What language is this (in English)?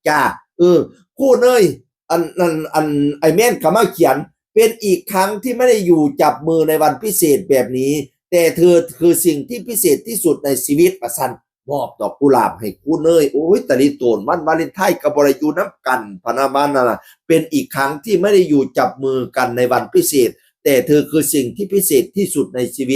Northeastern Thai